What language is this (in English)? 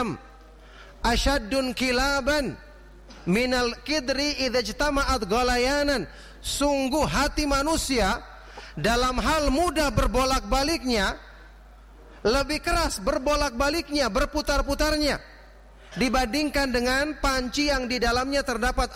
Indonesian